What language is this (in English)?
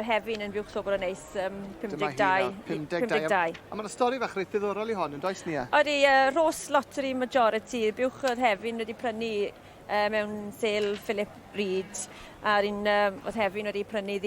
Welsh